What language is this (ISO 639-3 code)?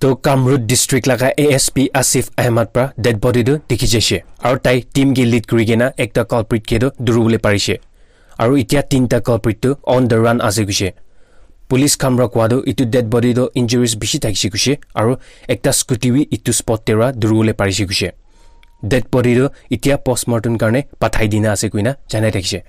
nag